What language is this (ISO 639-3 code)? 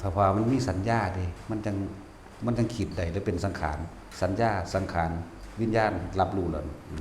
lao